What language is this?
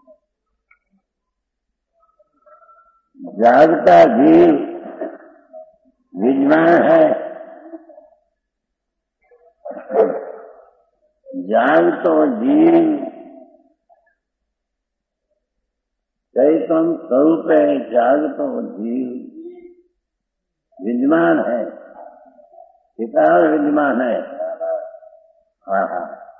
Hindi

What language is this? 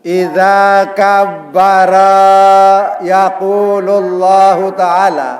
Sasak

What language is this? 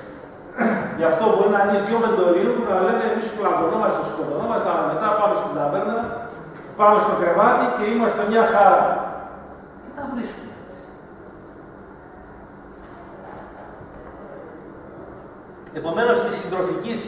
Greek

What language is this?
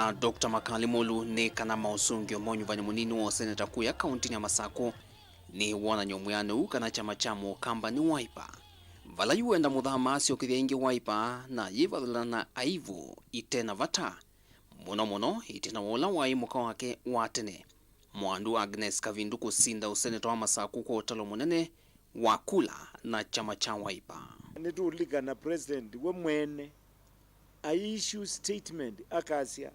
Kamba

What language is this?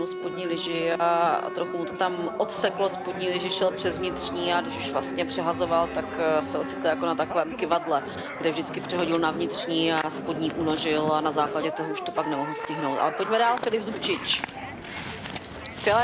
Czech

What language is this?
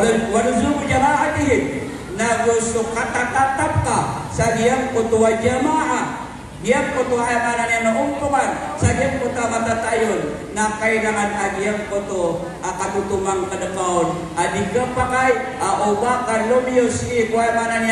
Maranao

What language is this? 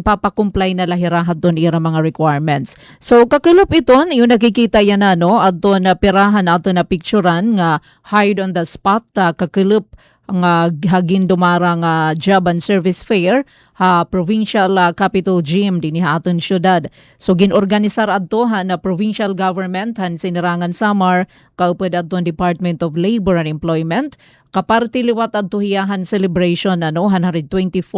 Waray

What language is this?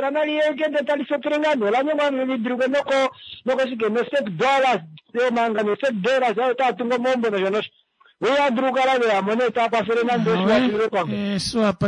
Kuanyama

